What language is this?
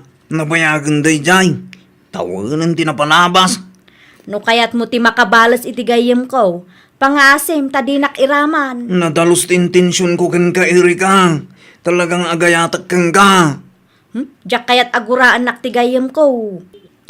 Iloko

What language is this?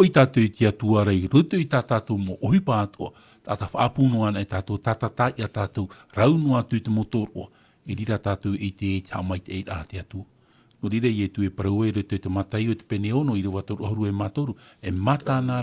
Tahitian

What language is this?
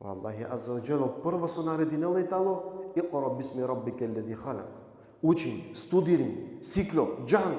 Balkan Romani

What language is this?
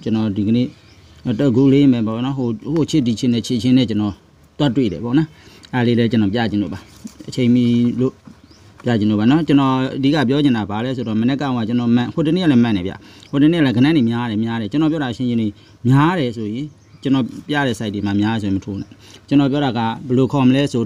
Burmese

